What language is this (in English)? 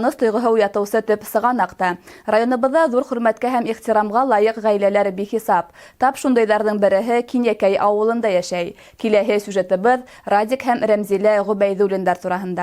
Bashkir